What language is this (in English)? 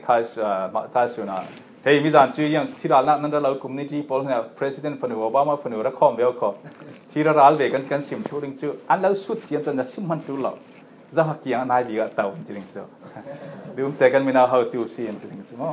Falam Chin